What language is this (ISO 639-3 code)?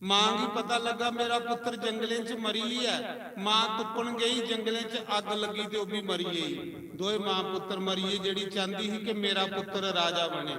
doi